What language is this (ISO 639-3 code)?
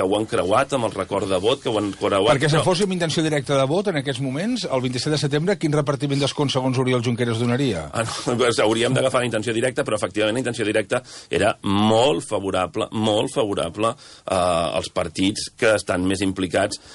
cat